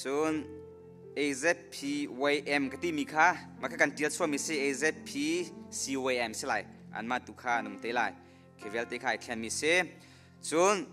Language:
Hakha Chin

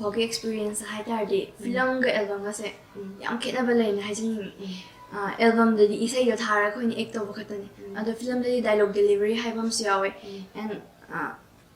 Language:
Manipuri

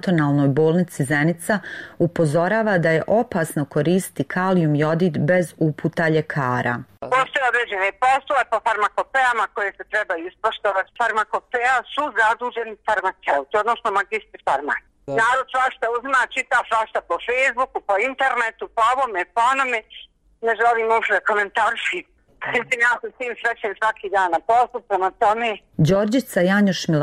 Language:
Bosnian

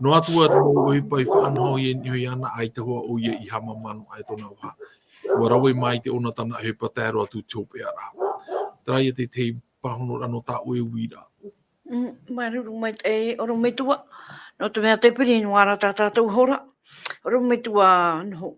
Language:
Tahitian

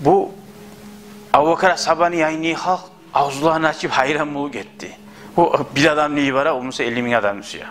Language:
Kumyk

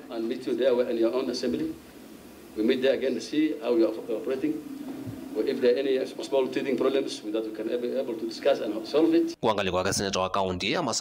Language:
Kamba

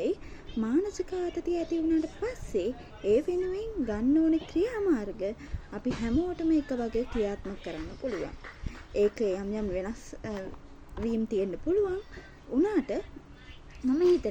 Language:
Sinhala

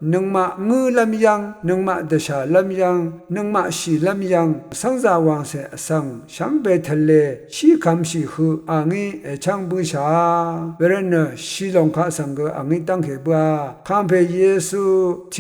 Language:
Rawang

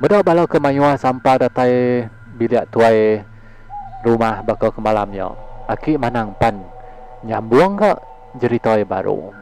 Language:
Iban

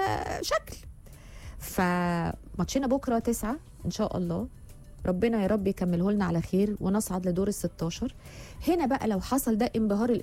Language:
Egyptian Arabic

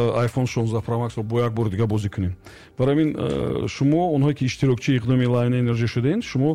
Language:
Tajik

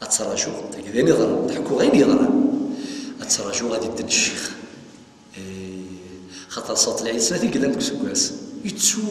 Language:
Kabyle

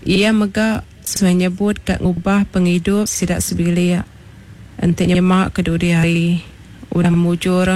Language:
Iban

